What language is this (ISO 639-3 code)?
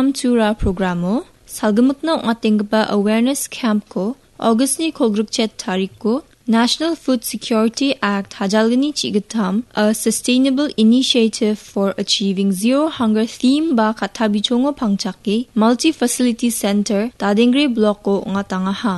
grt